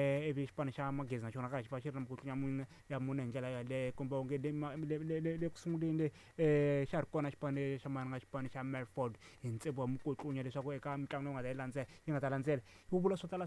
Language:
Tsonga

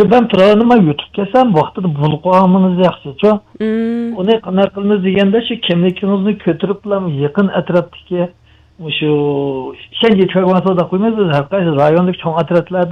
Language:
Uyghur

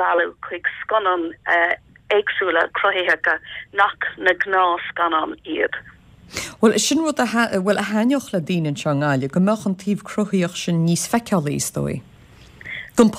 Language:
Irish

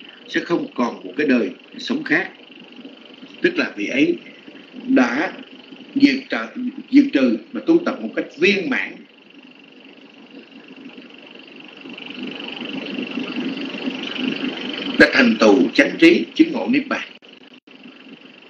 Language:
Vietnamese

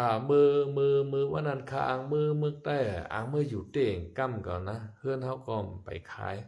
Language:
Shan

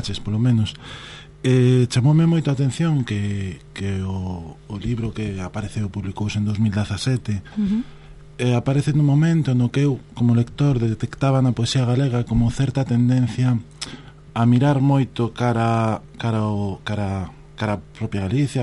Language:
Galician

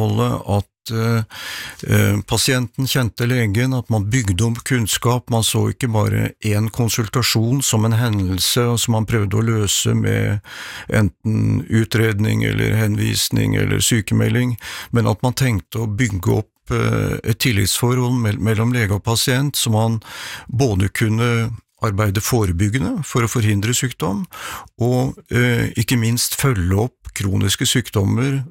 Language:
Norwegian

